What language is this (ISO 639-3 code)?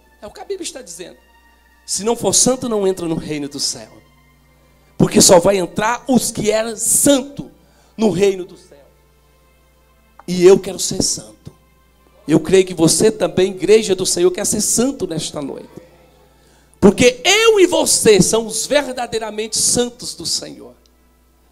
por